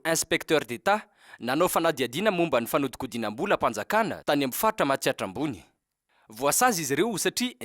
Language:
Malagasy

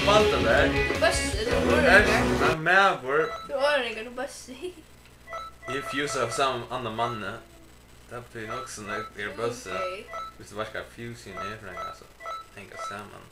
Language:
Faroese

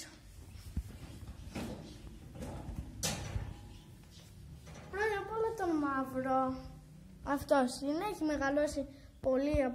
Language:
Greek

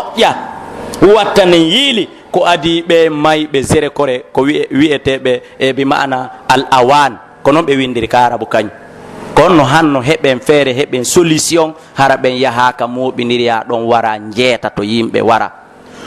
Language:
Pular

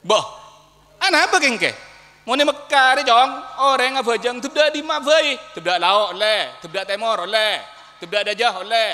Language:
Madurese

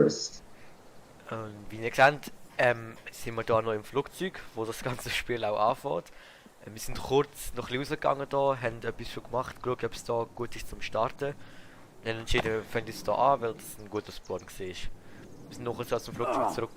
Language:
Swiss German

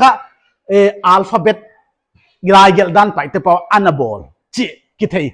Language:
Paite Chin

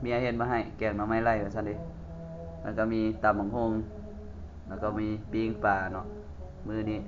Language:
Lao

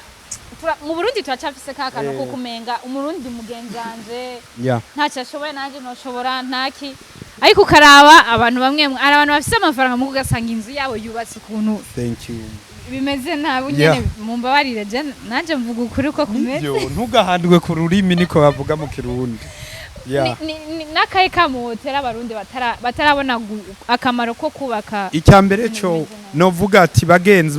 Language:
Rundi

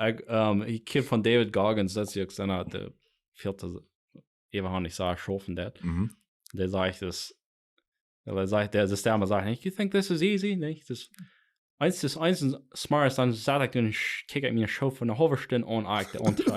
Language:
Plautdietsch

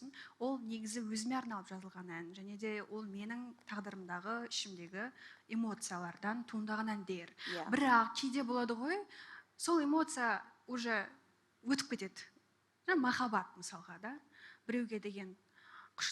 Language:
Kazakh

